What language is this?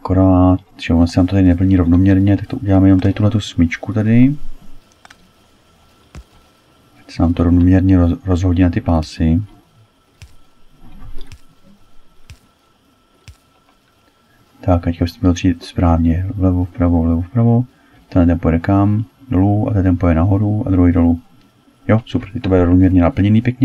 Czech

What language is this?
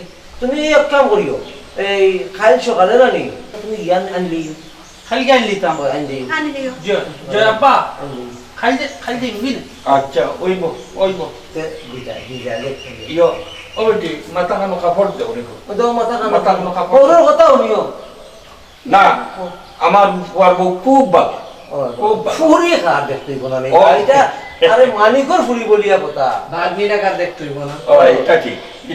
Sylheti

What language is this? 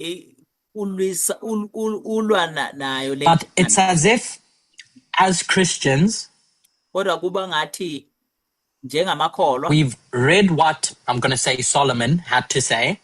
Zulu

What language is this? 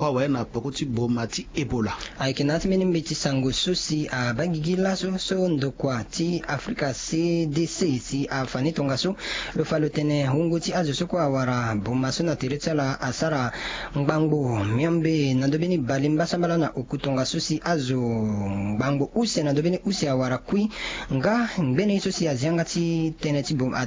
Sango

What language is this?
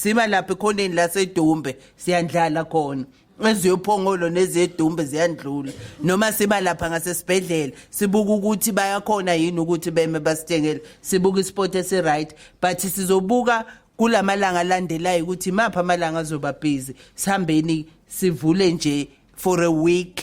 Zulu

